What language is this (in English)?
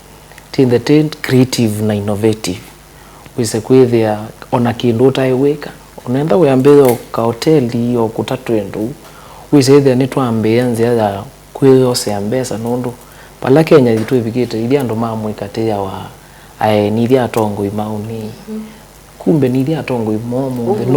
Kamba